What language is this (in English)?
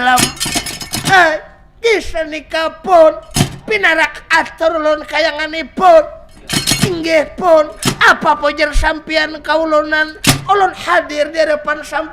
Banjar